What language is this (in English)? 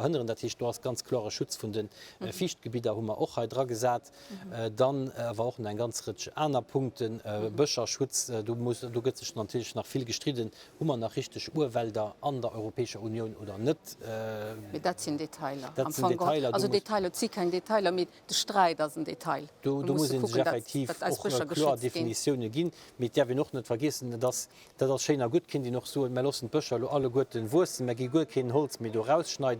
Luxembourgish